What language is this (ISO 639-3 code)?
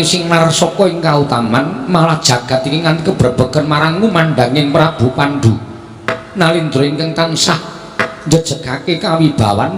jav